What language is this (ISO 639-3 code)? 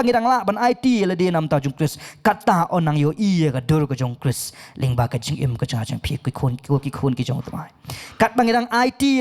kha